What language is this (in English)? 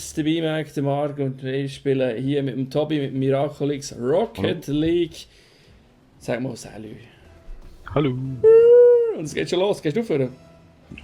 Swiss German